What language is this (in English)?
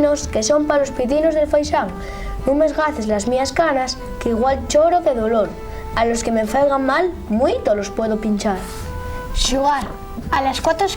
Asturian